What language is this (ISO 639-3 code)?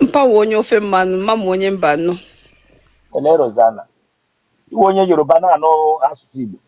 ibo